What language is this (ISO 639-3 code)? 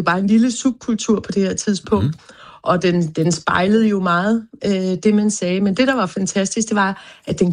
dan